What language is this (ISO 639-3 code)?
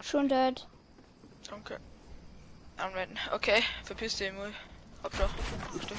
bar